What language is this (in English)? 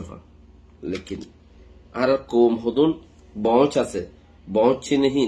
Rohingya